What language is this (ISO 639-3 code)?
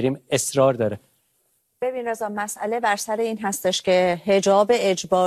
fas